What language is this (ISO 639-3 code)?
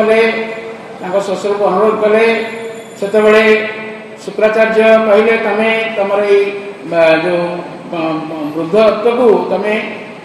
ori